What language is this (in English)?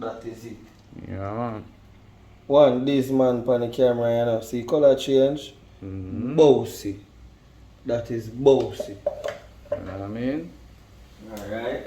Jamaican Creole English